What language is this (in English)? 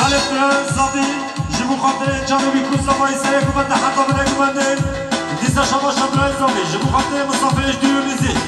Kurdish